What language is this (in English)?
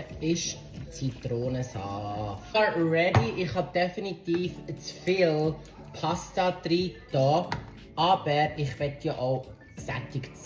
Swiss German